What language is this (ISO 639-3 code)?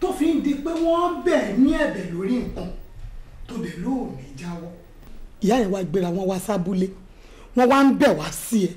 yor